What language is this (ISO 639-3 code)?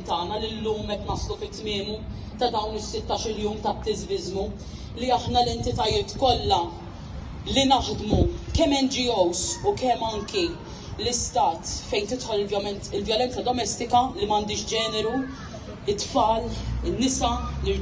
mlt